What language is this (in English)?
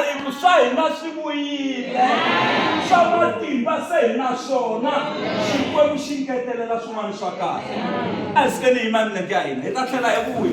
Tsonga